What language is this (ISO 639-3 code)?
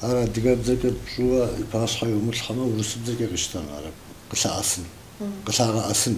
kbd